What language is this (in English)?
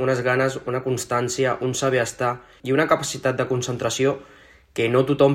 Catalan